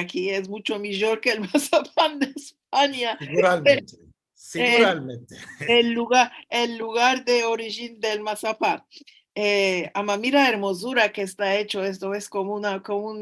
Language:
Ladino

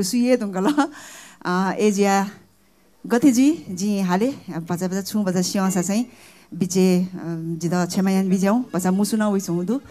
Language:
Newari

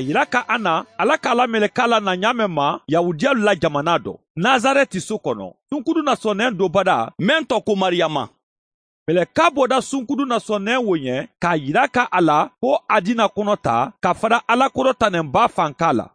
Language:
Mandingo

